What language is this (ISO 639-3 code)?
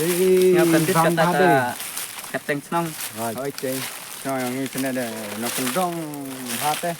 kha